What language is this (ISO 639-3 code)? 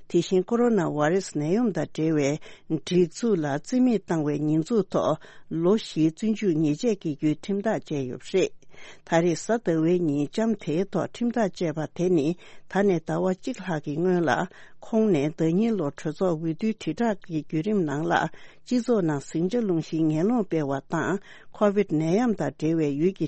bod